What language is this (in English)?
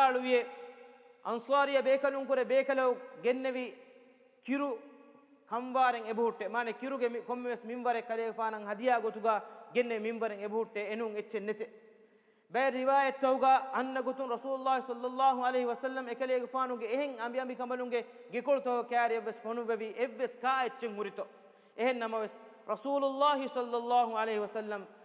Divehi